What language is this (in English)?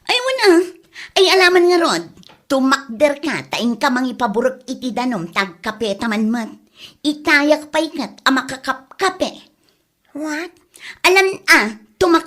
Iloko